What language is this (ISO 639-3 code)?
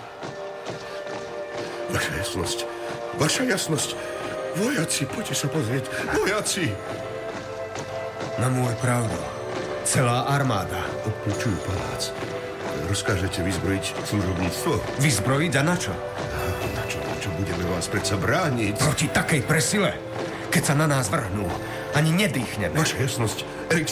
slk